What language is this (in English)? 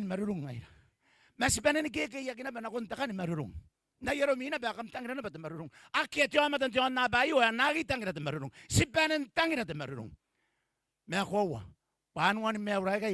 Gilbertese